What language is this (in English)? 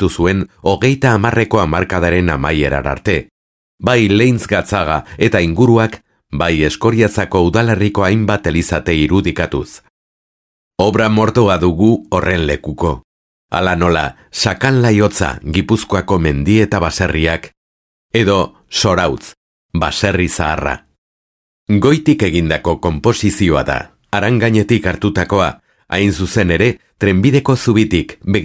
Basque